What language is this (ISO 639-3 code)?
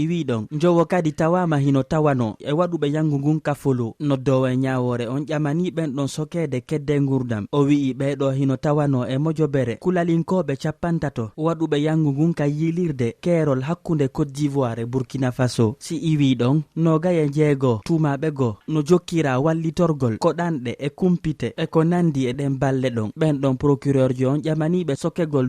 ful